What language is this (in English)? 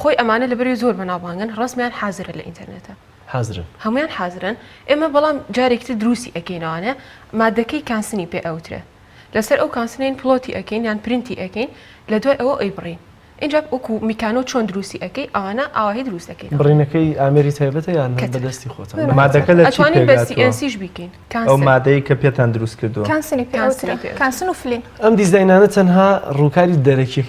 Central Kurdish